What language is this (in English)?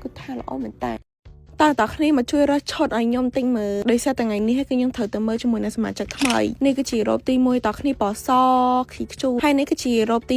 Khmer